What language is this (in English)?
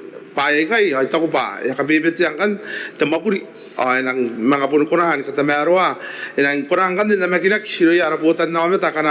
Gilbertese